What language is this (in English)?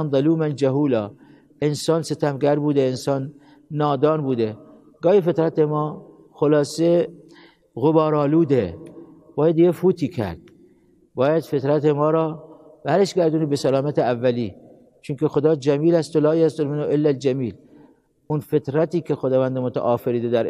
Persian